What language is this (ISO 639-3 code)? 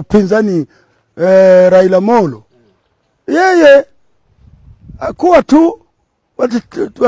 swa